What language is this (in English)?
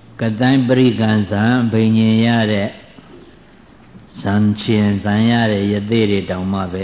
Burmese